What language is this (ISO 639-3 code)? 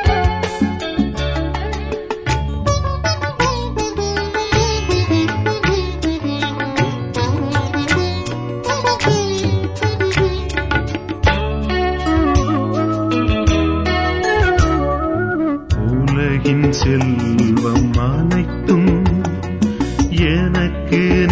tam